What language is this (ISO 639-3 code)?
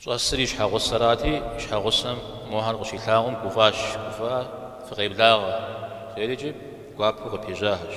kbd